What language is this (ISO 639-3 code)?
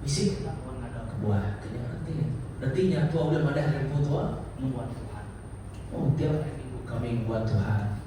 iba